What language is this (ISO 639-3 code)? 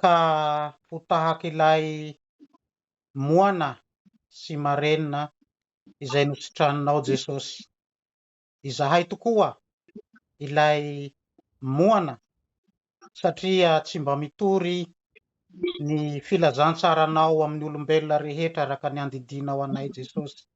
mlg